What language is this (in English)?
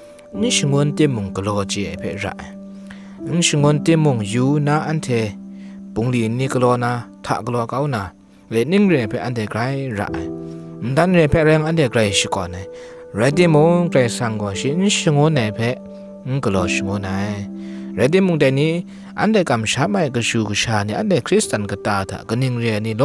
Kachin